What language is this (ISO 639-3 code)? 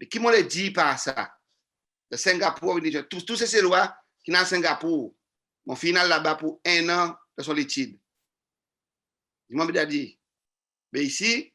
crs